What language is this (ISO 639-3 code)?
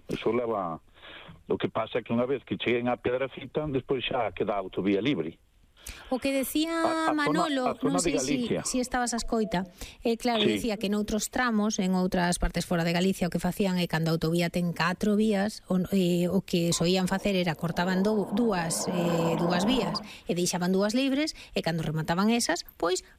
glg